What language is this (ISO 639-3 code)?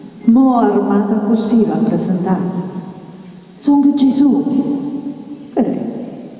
nap